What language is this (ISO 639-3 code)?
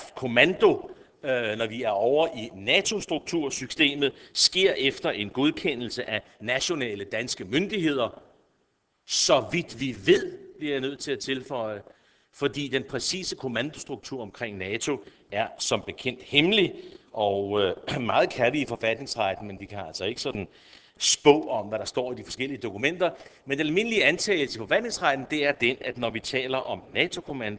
dan